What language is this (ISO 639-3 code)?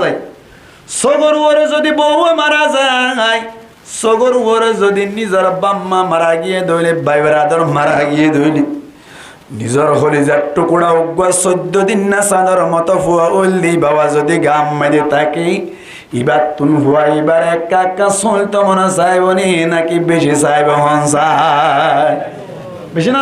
rhg